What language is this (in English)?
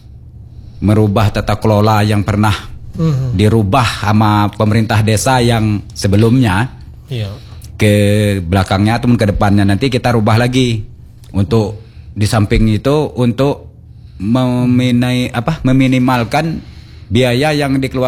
Indonesian